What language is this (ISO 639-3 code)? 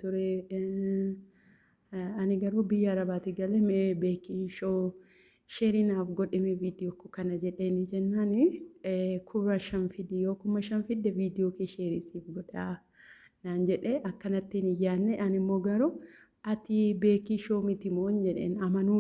orm